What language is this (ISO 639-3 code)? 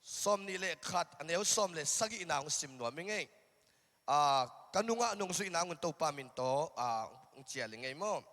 ctd